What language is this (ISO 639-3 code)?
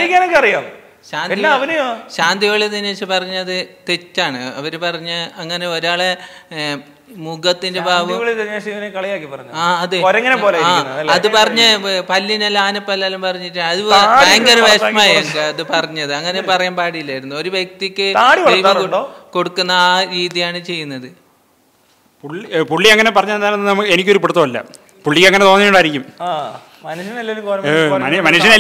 mal